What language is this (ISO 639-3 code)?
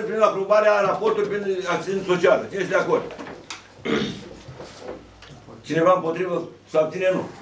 ron